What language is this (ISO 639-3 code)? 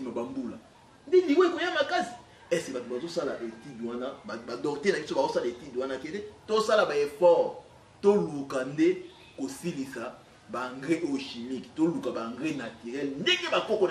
lin